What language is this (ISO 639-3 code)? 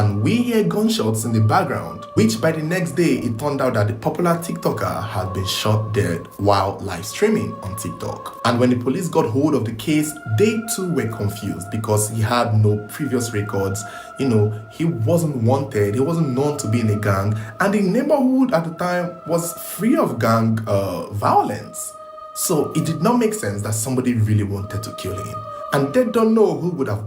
jam